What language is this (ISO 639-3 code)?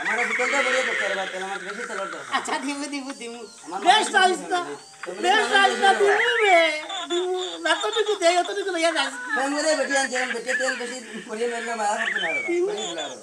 syl